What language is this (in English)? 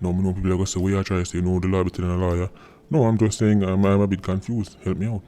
Jamaican Creole English